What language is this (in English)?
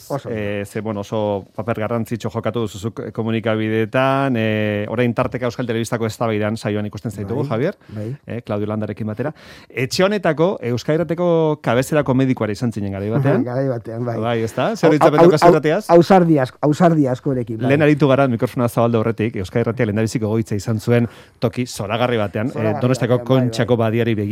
Basque